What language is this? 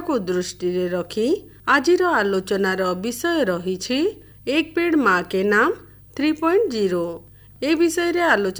Odia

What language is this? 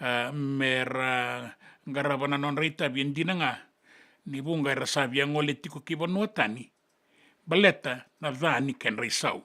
Fijian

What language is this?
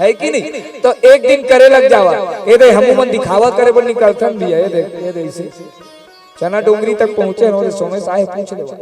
Chhattisgarhi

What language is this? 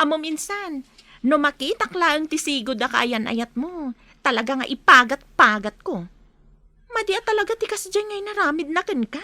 Iloko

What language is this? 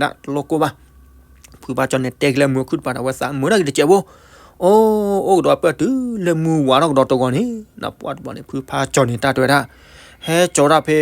S'gaw Karen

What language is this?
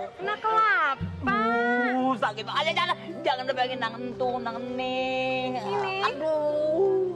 Betawi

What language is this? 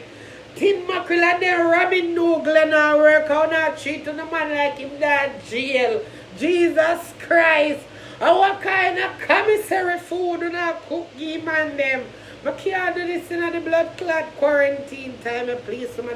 Jamaican Creole English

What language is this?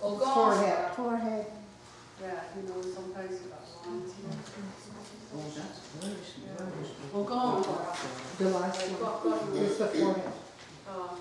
Mohawk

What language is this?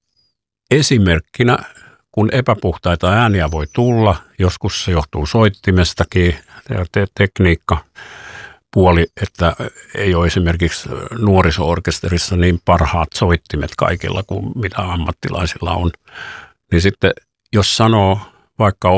Finnish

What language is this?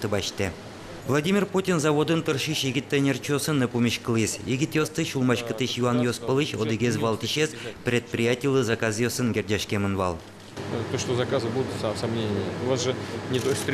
Udmurt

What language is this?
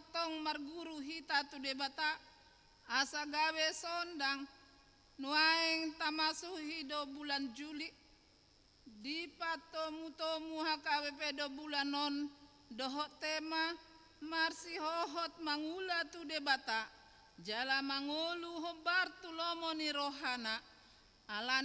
Batak Toba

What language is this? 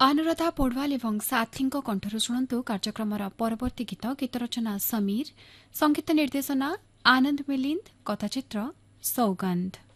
Odia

